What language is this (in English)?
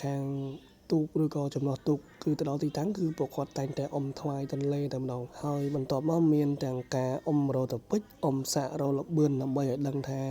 Khmer